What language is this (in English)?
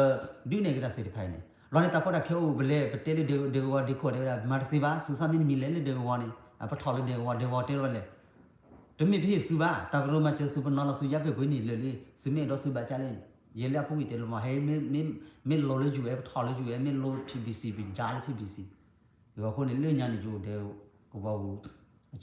S'gaw Karen